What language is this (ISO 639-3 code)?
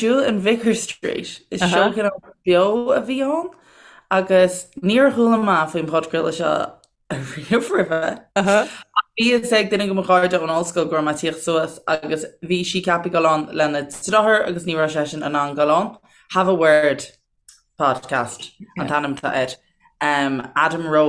gle